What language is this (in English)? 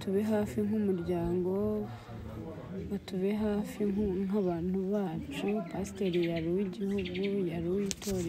Kinyarwanda